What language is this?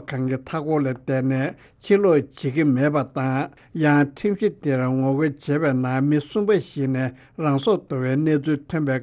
Tibetan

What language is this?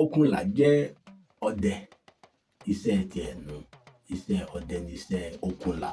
Yoruba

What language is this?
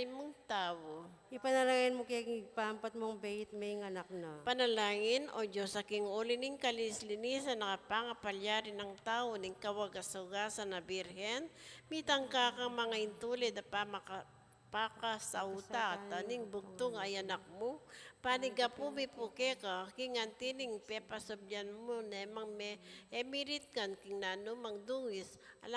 Pampanga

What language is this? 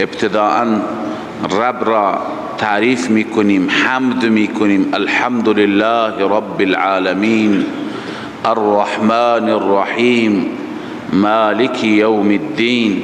Persian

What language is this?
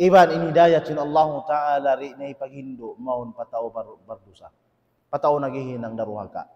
Tausug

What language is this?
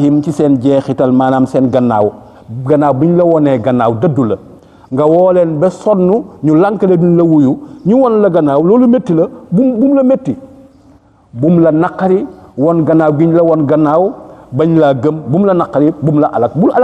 Wolof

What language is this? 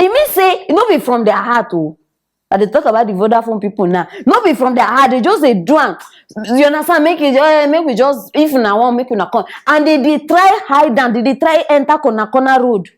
Nigerian Pidgin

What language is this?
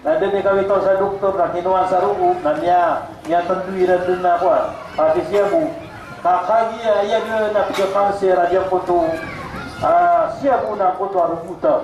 Maranao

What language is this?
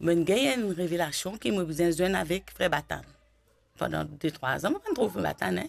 Morisyen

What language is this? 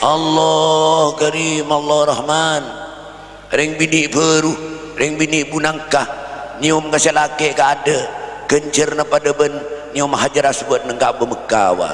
Madurese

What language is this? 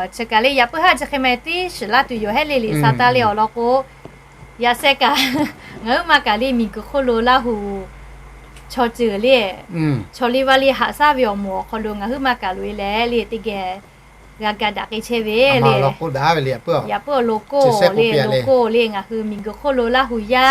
Lahu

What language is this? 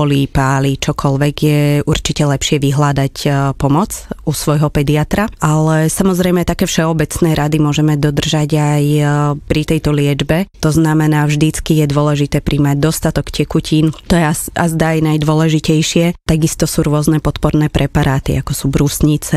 Slovak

